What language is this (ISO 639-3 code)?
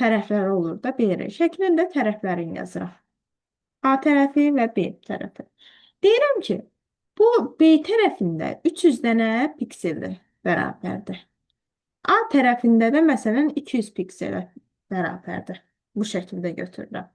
aze